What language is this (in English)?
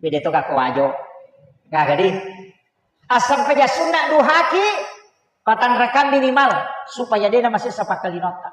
Buginese